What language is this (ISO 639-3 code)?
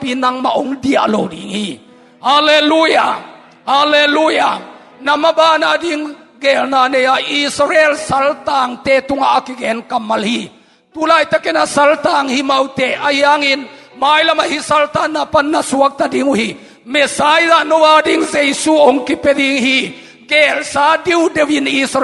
ctd